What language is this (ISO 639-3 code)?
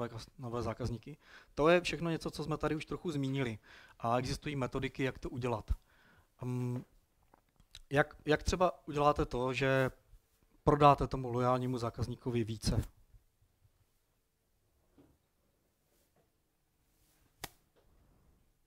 ces